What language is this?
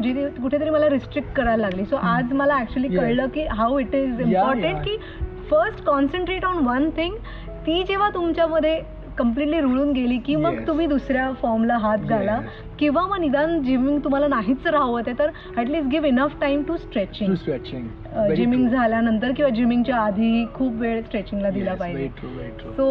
Marathi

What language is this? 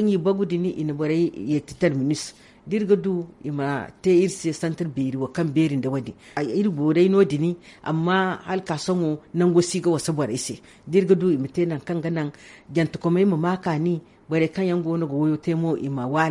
Zarma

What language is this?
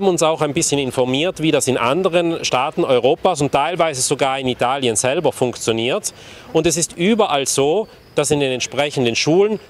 German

